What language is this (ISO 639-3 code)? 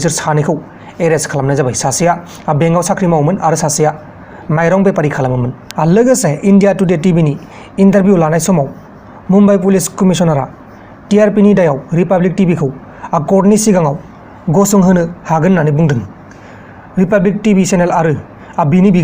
brx